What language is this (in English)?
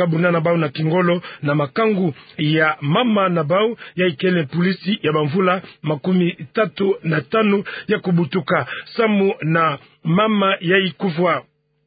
Kituba (Democratic Republic of Congo)